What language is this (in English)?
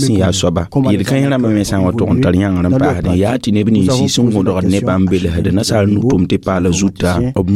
Mossi